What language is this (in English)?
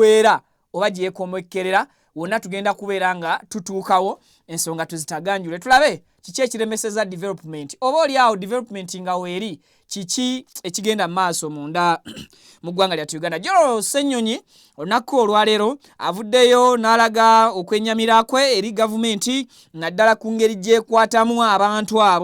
Ganda